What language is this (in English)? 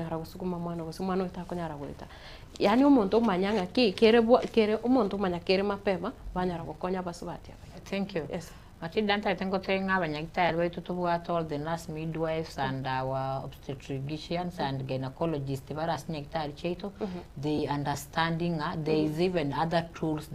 Gusii